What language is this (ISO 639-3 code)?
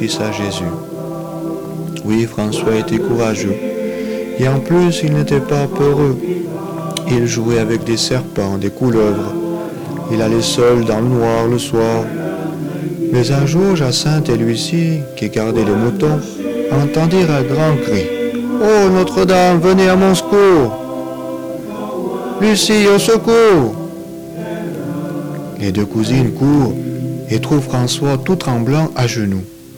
fra